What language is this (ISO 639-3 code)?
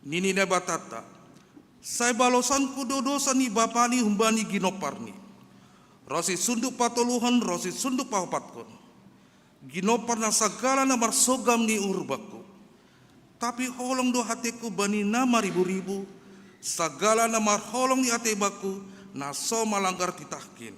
bts